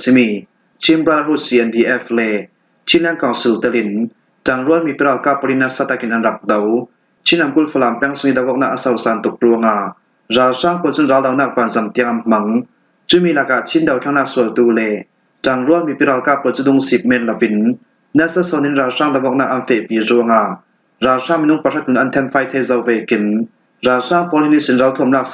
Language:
Falam Chin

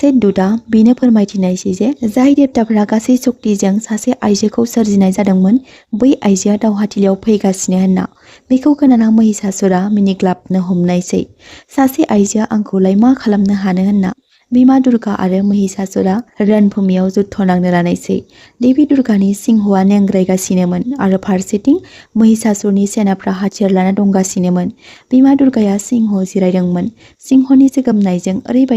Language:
Bodo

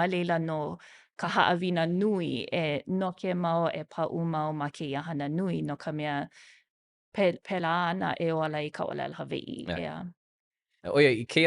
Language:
Hawaiian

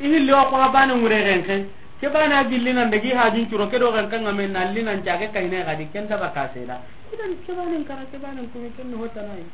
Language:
Soninke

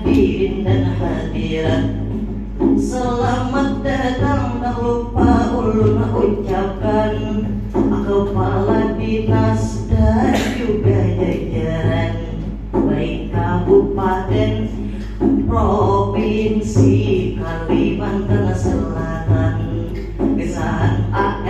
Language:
Banjar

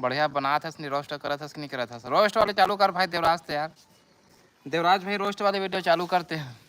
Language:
Chhattisgarhi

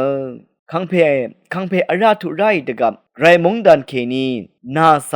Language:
Rawang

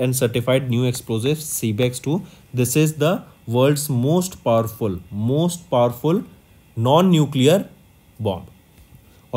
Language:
English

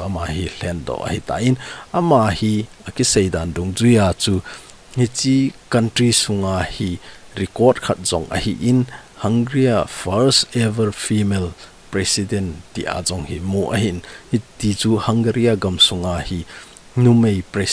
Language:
Thado Chin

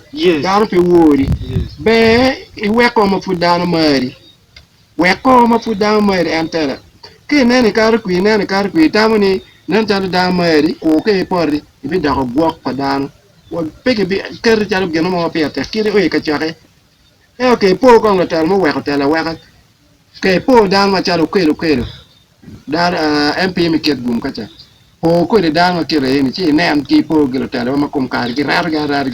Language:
Acoli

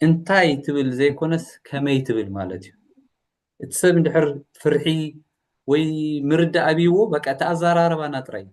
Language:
Tigrinya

